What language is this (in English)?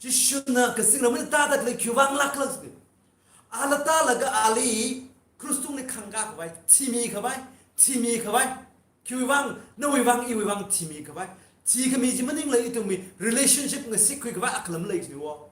Tangkhul Naga (India)